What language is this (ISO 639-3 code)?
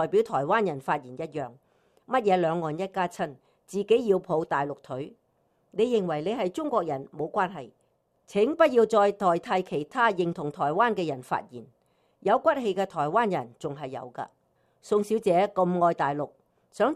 yue